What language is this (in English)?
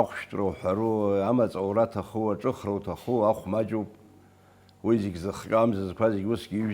Abkhazian